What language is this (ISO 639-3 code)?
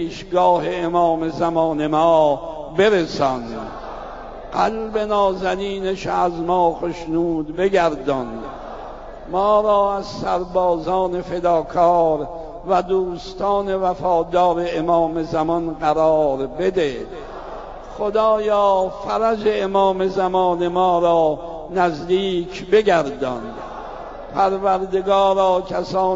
fas